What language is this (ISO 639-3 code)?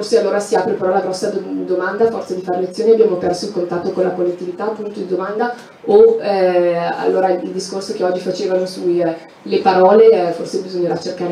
ita